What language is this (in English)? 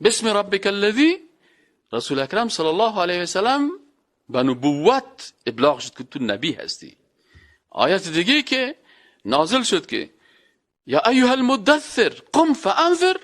Persian